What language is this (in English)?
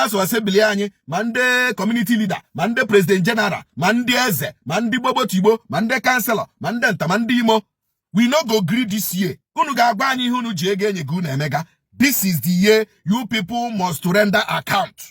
Igbo